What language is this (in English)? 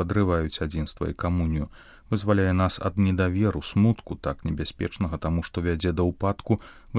Belarusian